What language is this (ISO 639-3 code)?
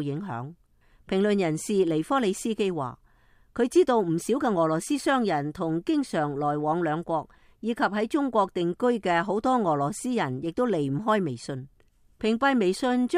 yue